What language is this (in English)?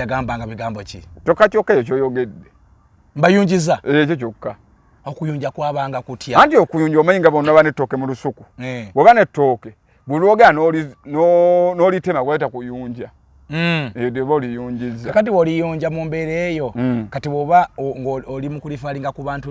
Ganda